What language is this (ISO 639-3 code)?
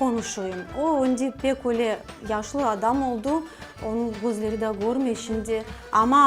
crh